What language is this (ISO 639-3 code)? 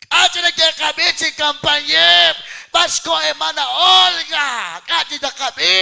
kek